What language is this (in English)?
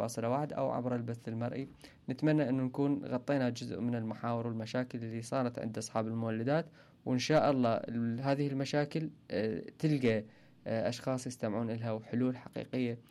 Mesopotamian Arabic